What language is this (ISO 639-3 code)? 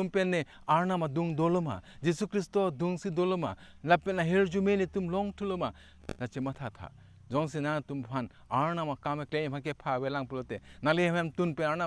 mjw